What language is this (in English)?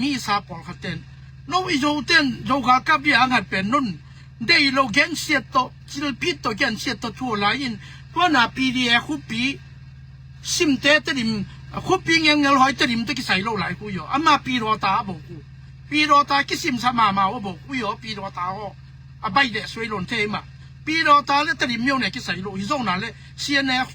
Tedim Chin